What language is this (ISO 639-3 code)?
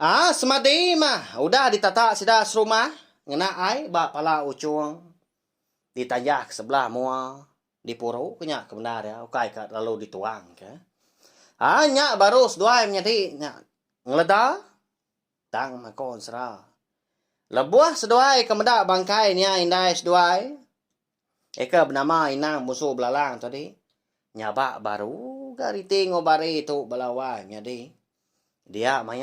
iba